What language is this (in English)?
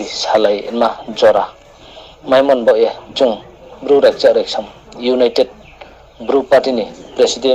Riang (India)